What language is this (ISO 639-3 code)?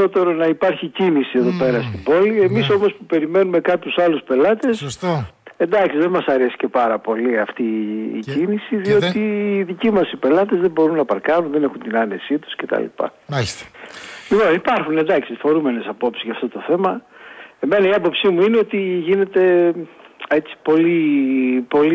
ell